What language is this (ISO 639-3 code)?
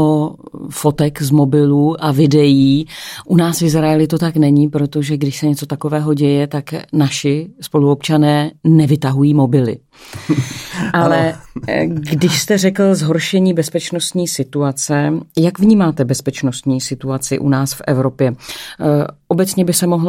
ces